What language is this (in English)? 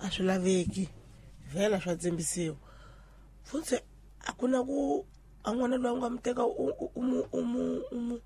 Tsonga